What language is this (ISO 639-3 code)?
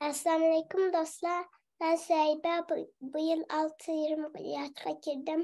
uig